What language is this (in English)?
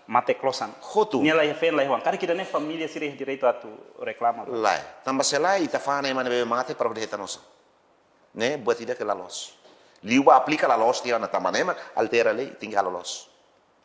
Tetum